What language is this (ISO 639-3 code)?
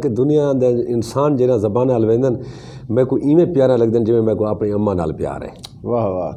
skr